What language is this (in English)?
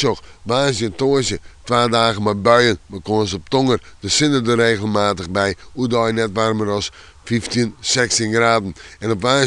Western Frisian